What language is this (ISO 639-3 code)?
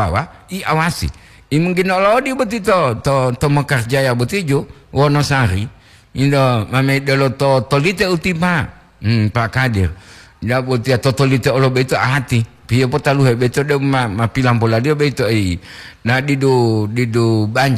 gor